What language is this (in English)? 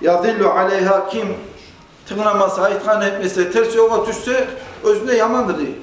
Kumyk